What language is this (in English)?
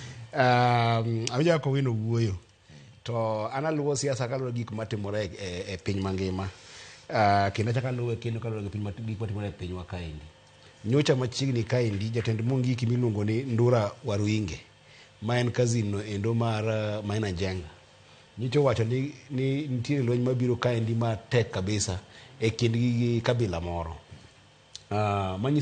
Luo (Kenya and Tanzania)